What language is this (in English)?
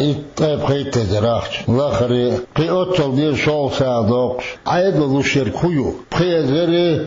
Chechen